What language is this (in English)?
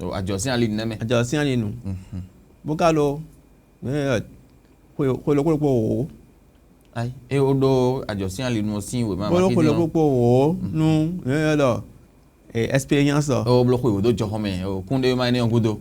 Fon